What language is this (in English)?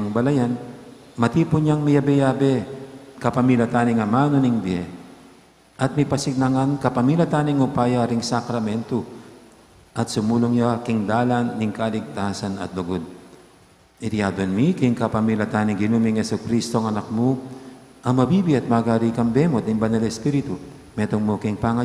Pampanga